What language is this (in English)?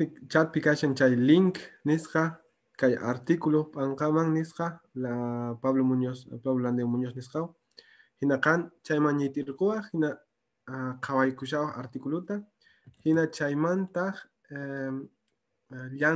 Quechua